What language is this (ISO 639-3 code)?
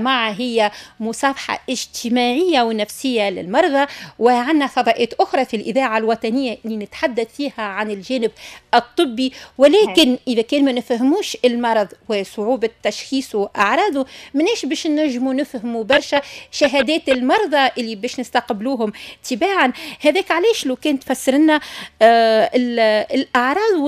aeb